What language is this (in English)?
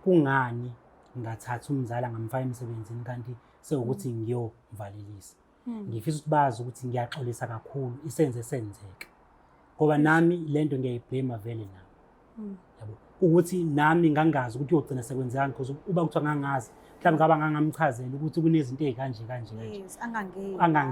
Zulu